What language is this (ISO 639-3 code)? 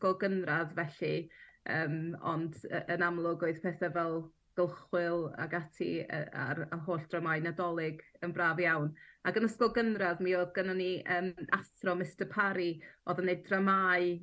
cym